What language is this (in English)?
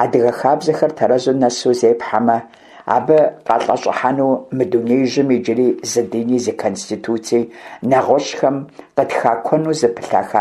Kabardian